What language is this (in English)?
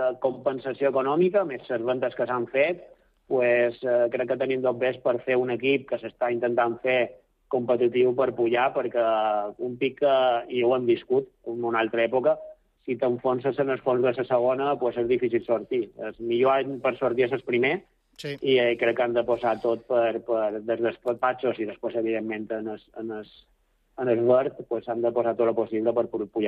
Catalan